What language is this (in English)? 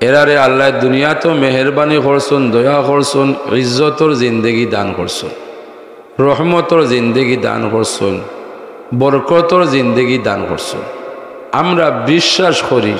Sylheti